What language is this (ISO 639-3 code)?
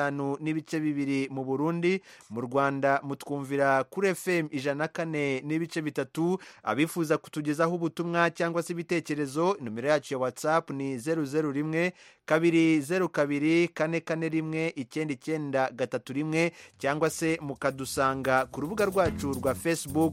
kin